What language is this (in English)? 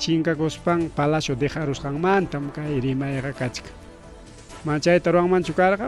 Ayacucho Quechua